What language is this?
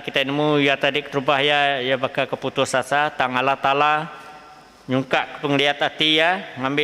Iban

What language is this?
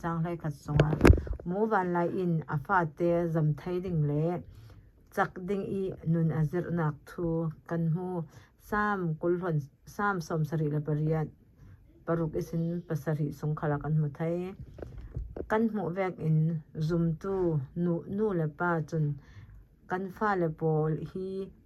Falam Chin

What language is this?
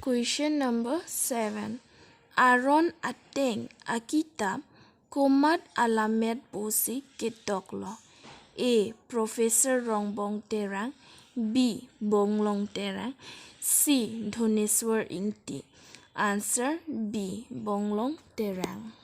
Karbi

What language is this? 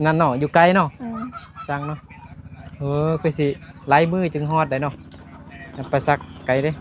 Lao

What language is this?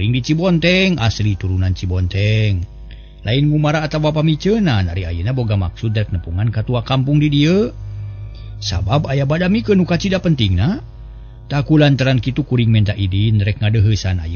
Sundanese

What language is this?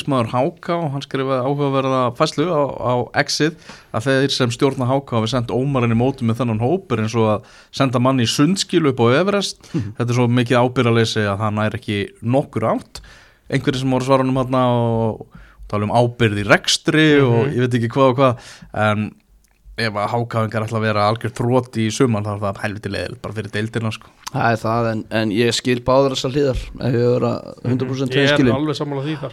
Icelandic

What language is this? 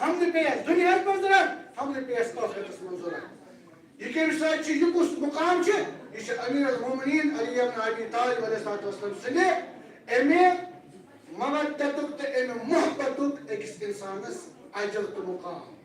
Kashmiri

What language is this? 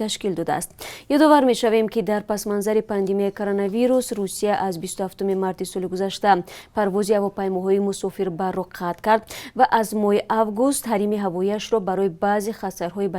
Tajik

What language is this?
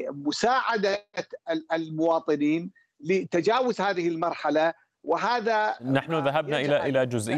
Arabic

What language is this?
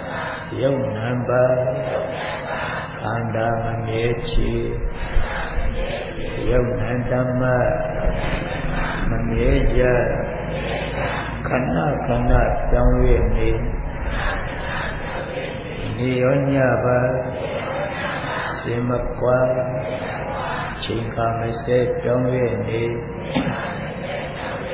Burmese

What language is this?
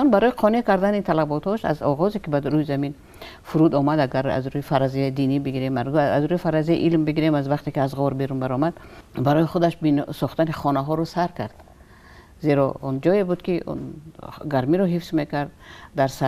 Tajik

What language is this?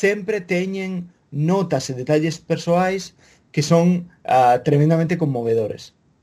Galician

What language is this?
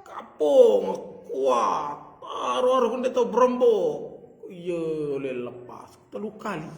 Sasak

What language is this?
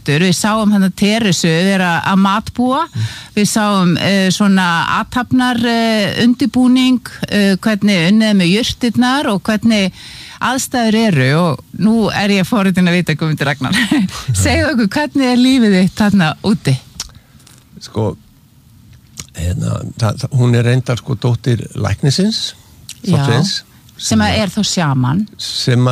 Icelandic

